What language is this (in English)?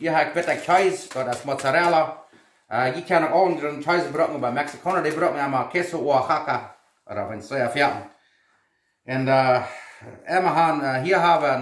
Plautdietsch